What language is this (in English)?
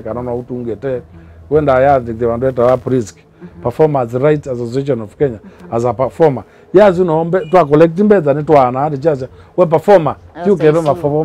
Kamba